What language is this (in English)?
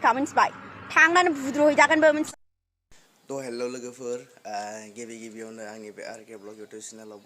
Bodo